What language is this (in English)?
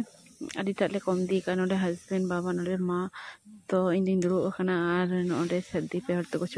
Santali